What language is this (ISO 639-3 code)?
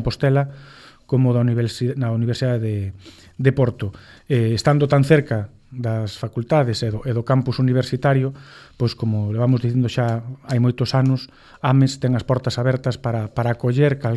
glg